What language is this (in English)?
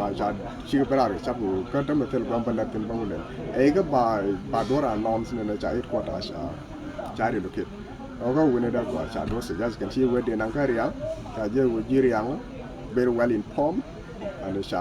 Nuer